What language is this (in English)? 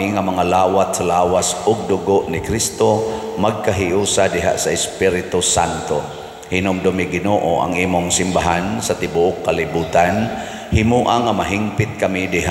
Cebuano